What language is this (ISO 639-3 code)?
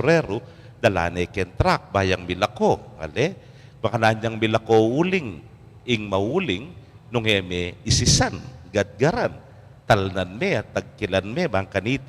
pam